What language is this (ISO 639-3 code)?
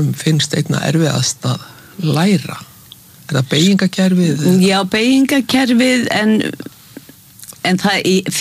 isl